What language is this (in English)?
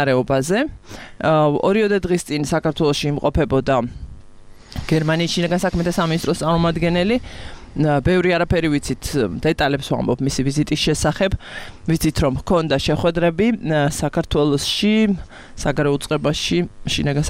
Georgian